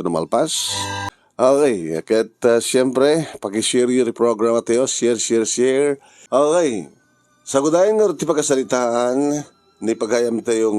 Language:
Iloko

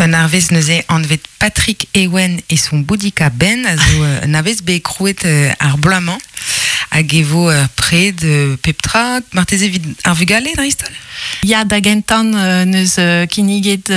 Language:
Breton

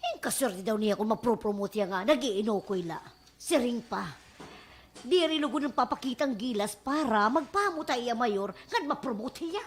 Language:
Waray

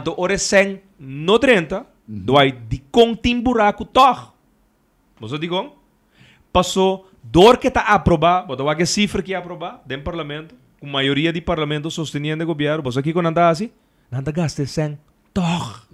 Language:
Papiamento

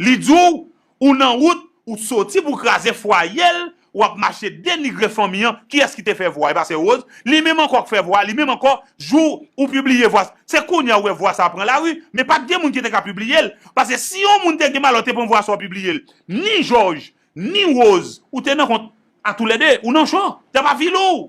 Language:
Haitian Creole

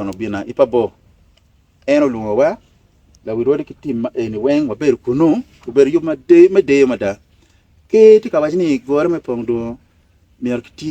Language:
Acoli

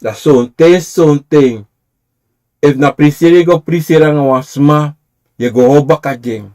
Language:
Sranan Tongo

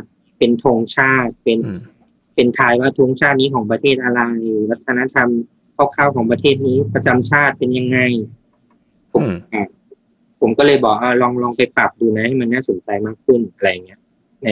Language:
Thai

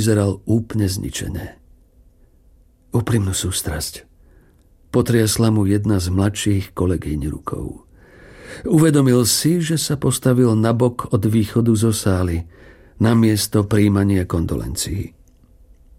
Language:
Slovak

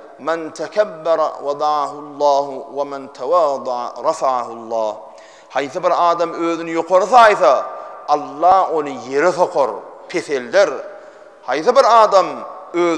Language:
Turkmen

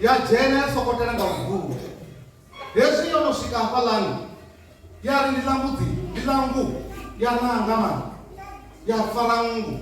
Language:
Venda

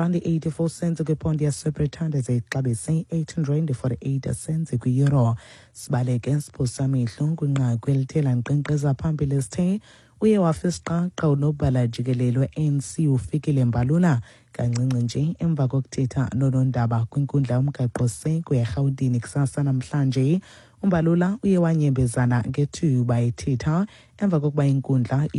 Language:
Xhosa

